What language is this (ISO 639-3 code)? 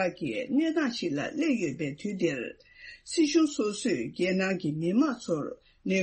bod